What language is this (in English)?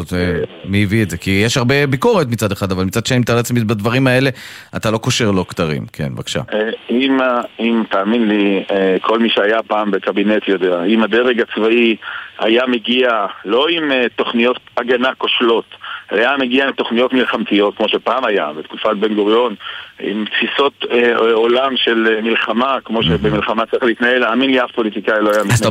Hebrew